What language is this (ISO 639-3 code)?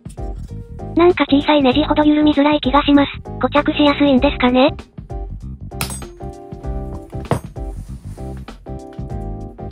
jpn